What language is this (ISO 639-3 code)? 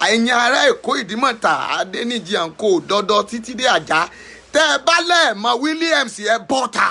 yor